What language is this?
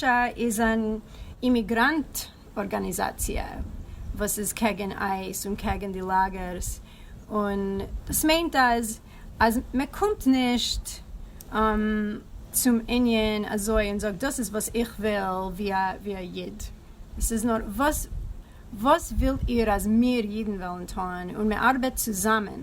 Yiddish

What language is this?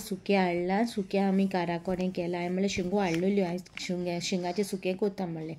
Konkani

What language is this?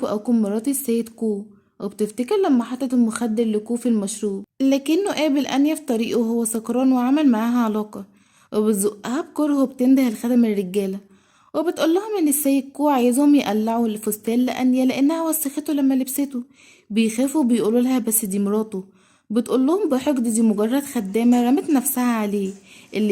Egyptian Arabic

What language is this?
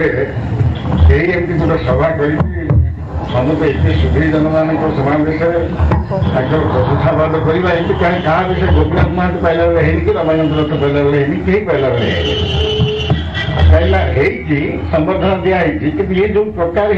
Odia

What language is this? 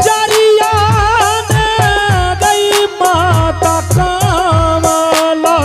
Angika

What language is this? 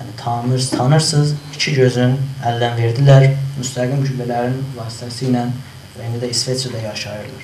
South Azerbaijani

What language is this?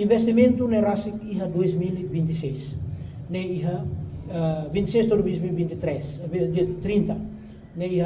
Tetum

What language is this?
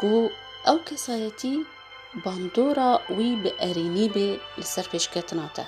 Kurdish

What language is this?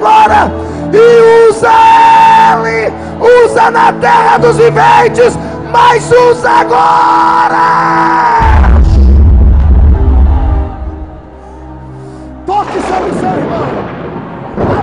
Portuguese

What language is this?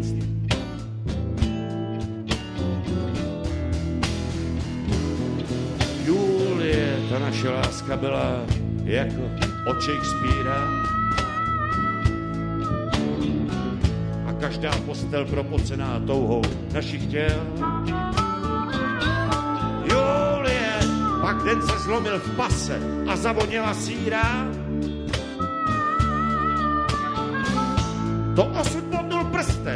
Czech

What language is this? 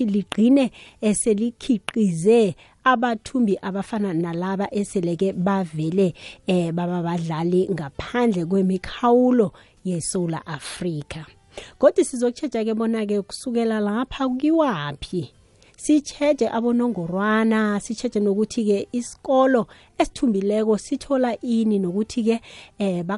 South Ndebele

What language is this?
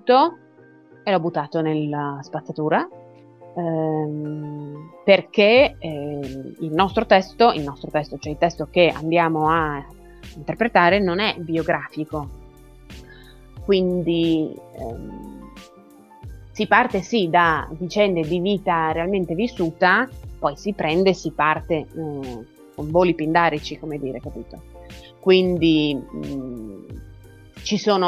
Italian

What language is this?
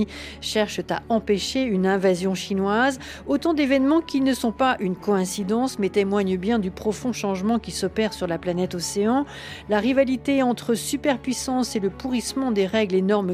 French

